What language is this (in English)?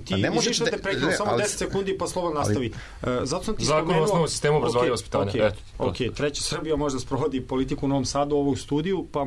Serbian